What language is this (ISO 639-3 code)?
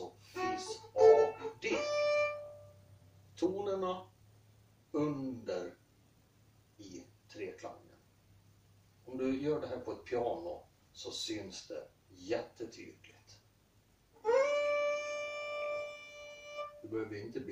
swe